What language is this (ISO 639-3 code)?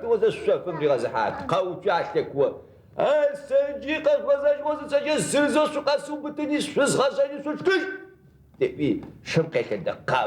ady